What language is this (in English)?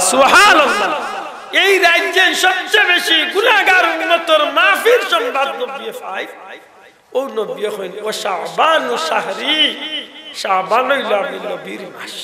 Sylheti